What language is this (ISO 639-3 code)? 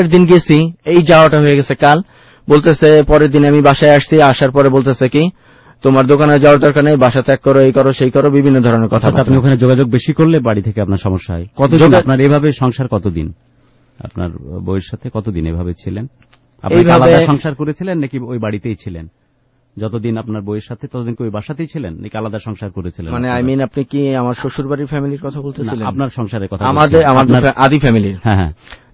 ben